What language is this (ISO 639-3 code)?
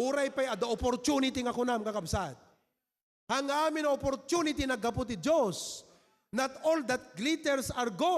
ilo